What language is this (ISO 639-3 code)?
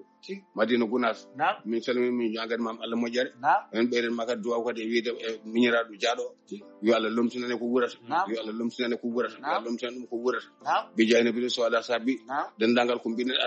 ful